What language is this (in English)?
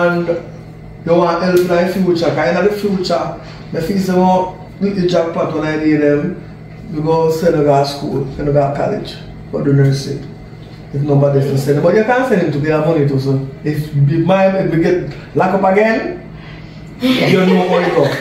Jamaican Creole English